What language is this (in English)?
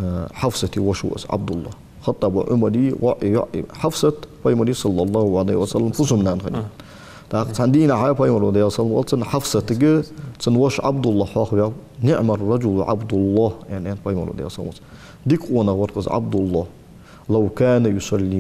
Ingush